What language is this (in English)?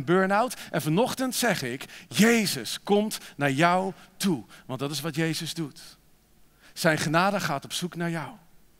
Dutch